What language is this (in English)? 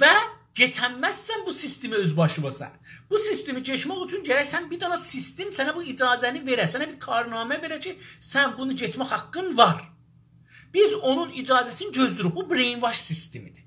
South Azerbaijani